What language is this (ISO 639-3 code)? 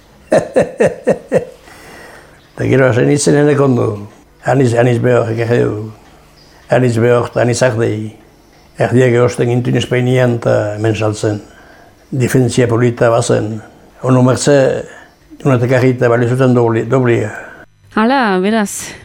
eus